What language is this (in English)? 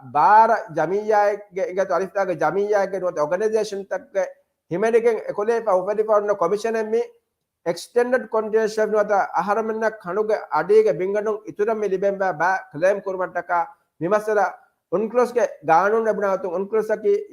Divehi